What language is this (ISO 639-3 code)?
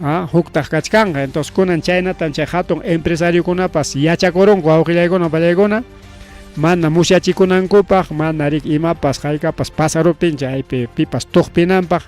quy